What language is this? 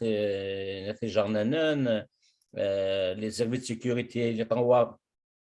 Kabyle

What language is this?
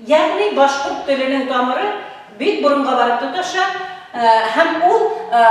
Bashkir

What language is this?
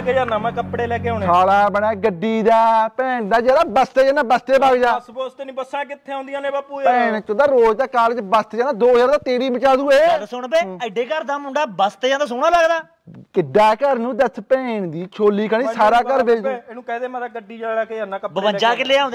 Punjabi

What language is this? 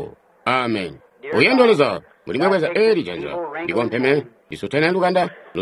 Tonga (Zambia)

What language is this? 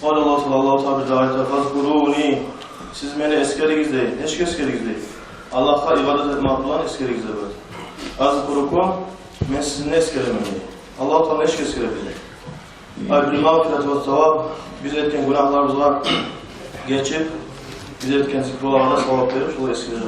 Kumyk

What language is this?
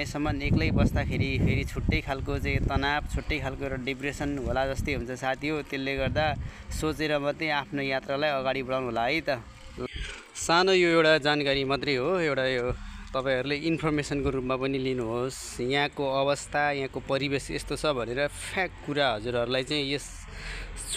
Nepali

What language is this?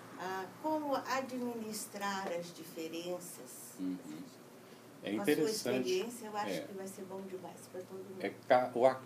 Portuguese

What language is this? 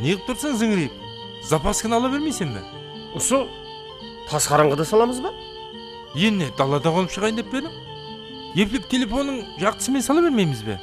Kara-Kalpak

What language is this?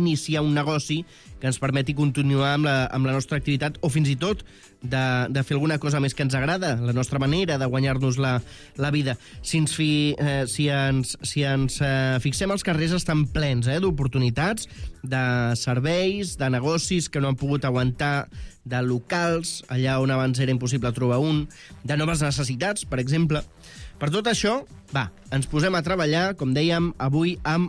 Catalan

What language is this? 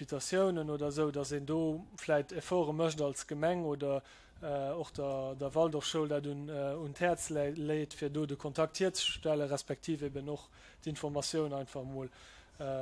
Luxembourgish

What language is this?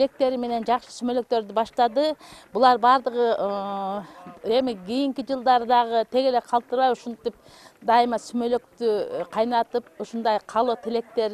Kyrgyz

